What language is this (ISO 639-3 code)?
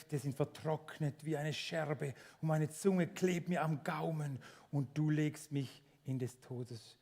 gsw